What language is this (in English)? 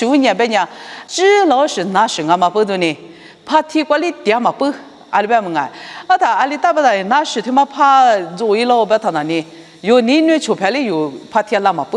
Lisu